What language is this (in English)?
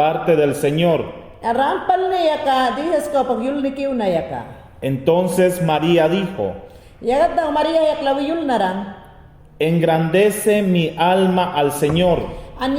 Mayangna